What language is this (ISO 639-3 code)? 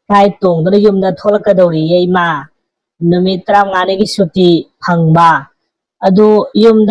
mni